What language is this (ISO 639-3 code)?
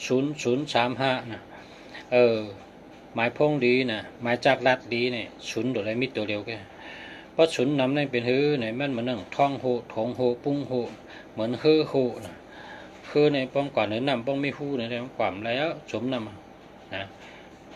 shn